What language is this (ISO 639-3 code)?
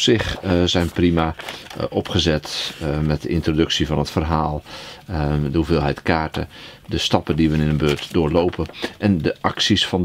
nld